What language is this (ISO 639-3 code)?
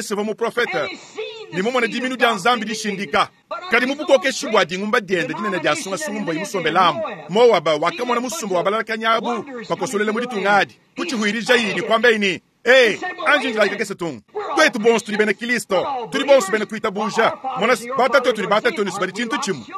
lua